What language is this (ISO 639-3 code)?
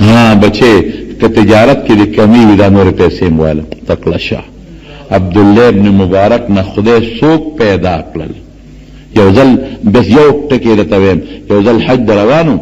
pus